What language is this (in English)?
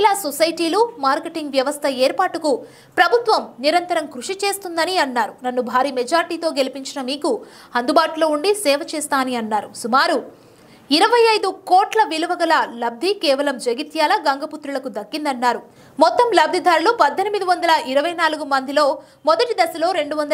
Telugu